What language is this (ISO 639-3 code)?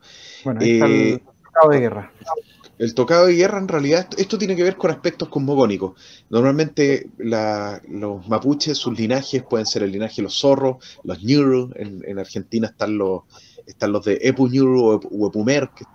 spa